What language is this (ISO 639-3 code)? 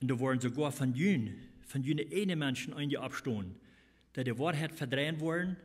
pdt